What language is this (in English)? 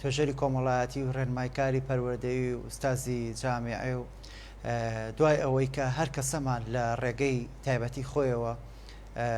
Central Kurdish